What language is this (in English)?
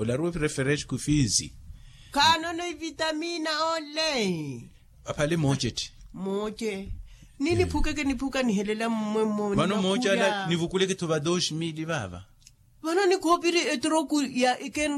Makhuwa